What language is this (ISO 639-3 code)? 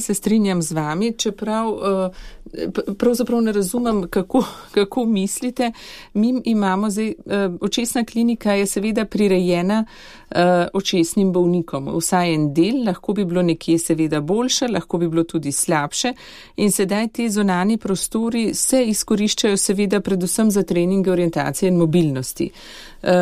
slv